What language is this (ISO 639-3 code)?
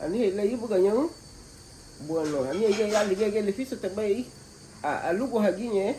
cab